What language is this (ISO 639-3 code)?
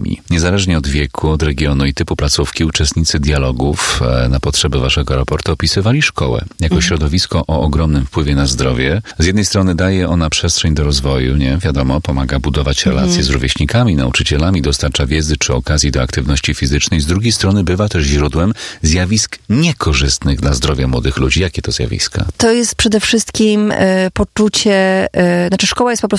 pol